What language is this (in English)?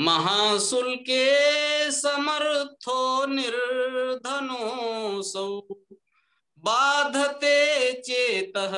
Sanskrit